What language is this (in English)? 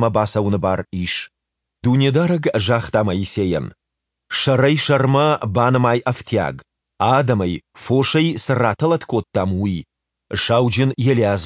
Ossetic